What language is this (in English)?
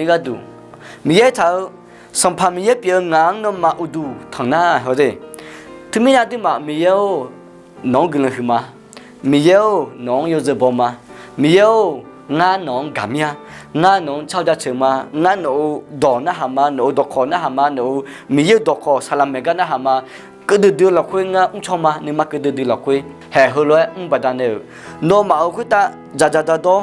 Akha